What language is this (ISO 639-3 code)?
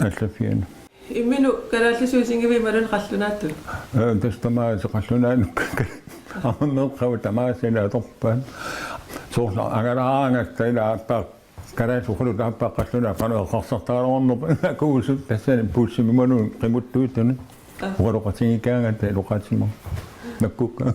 kal